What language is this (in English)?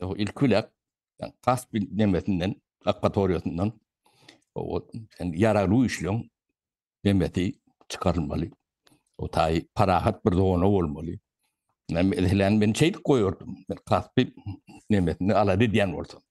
Turkmen